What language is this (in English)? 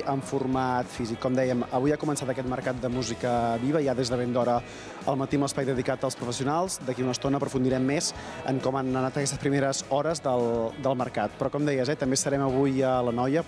Catalan